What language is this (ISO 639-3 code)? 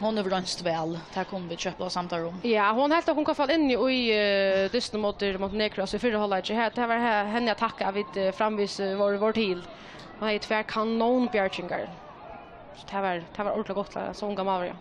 fao